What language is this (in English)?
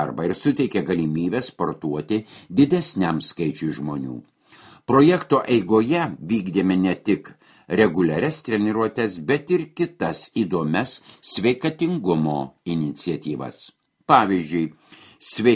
Lithuanian